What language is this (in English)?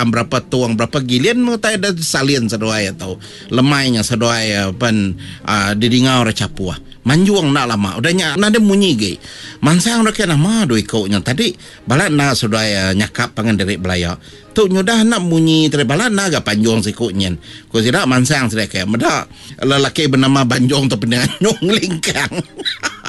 Iban